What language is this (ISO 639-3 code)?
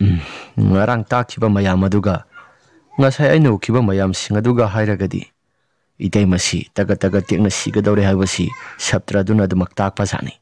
mni